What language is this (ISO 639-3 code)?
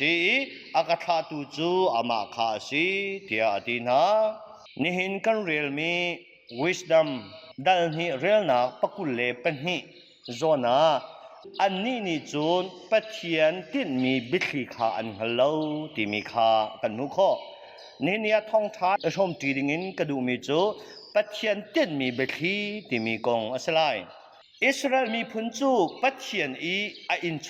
cnh